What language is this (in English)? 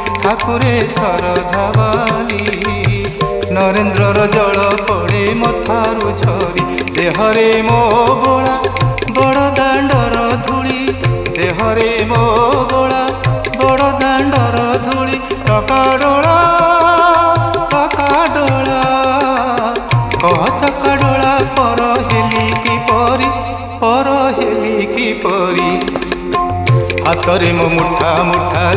Odia